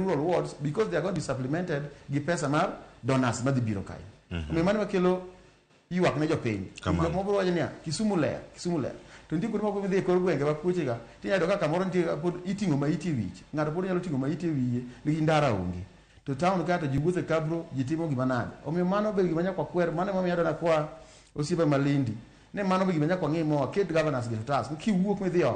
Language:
Luo (Kenya and Tanzania)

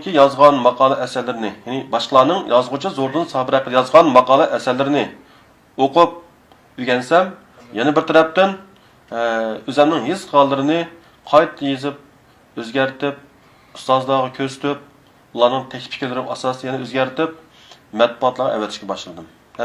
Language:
Uyghur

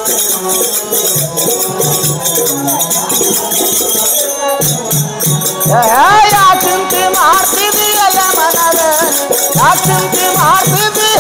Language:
Kannada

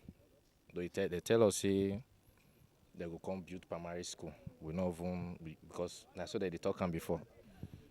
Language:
Nigerian Pidgin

